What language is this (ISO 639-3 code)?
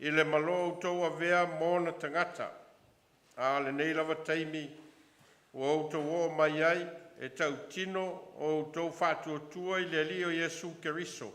smo